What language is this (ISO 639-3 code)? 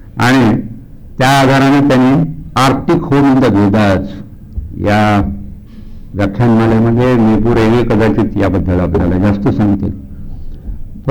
mar